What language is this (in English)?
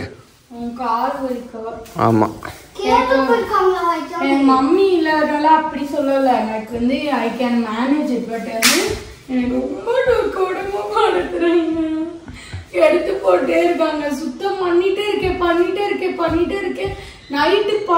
Tamil